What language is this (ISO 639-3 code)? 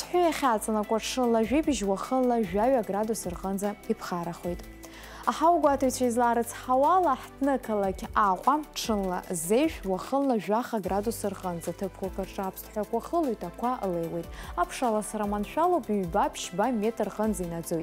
abk